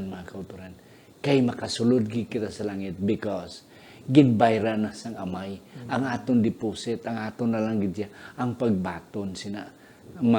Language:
Hiligaynon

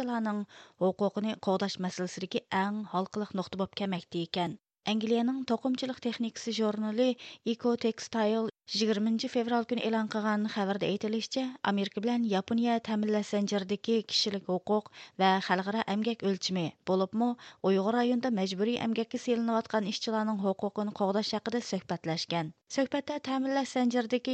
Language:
Uyghur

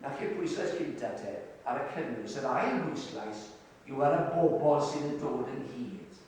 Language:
Welsh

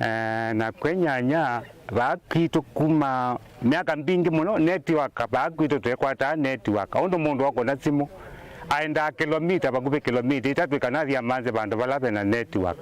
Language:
Kamba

